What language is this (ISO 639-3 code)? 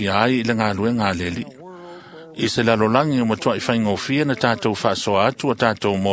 smo